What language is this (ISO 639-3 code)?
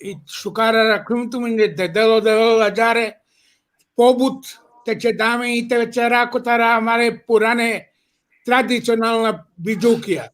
rmn